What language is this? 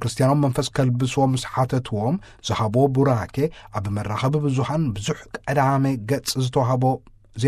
Tigrinya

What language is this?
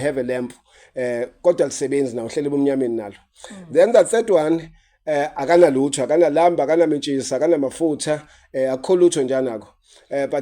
Zulu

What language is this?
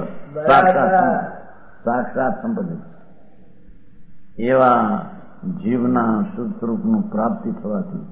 Gujarati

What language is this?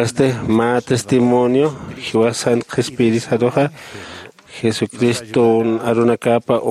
Aymara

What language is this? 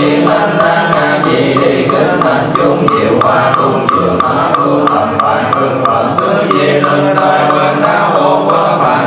Vietnamese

